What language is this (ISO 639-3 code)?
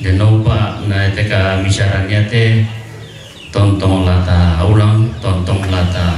sda